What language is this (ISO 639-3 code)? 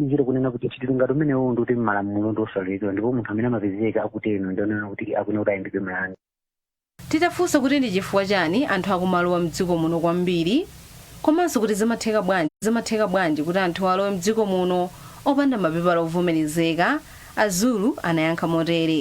nya